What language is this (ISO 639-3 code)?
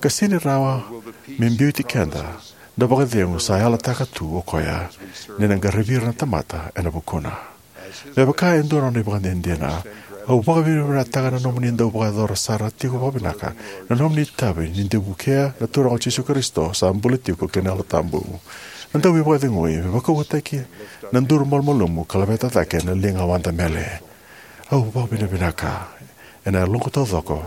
fij